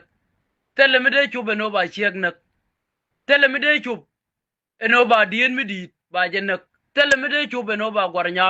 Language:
Nuer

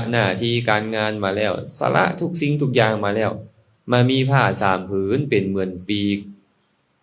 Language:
Lao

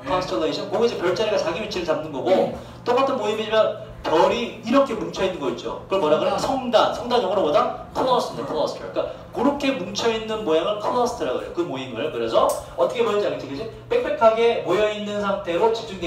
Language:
Korean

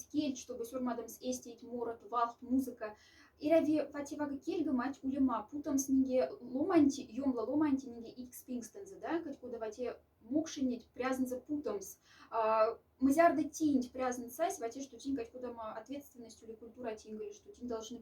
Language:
Moksha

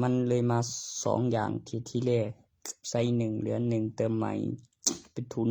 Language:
Northeastern Thai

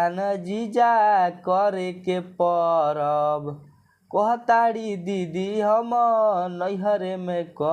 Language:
Bhojpuri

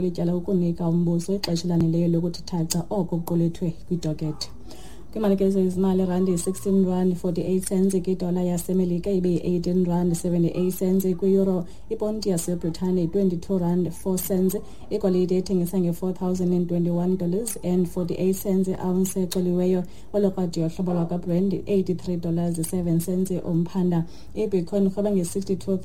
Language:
Xhosa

